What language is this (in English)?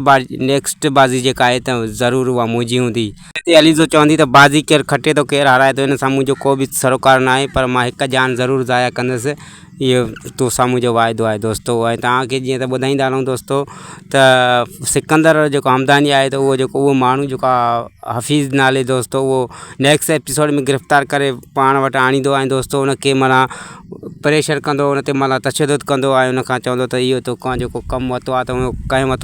Sindhi